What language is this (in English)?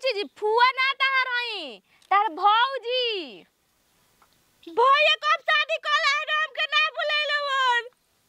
Bhojpuri